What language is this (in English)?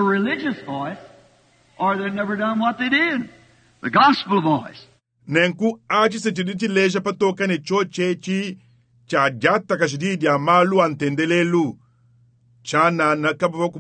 Luba-Lulua